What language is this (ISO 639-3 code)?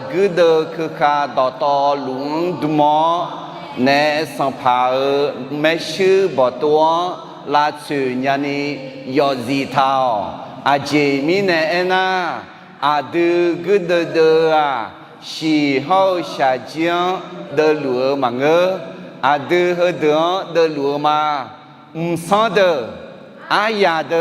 ahk